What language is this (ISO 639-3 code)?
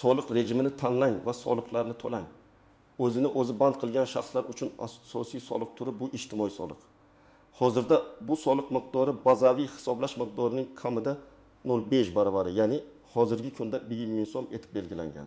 uzb